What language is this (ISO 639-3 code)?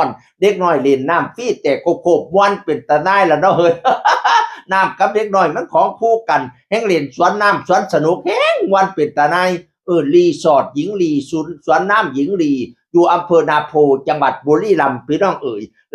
tts